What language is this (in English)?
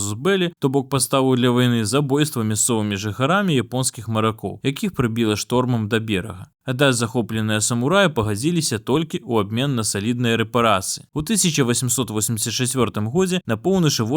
Belarusian